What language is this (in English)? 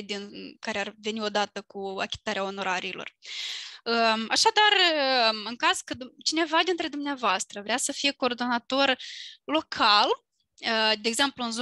Romanian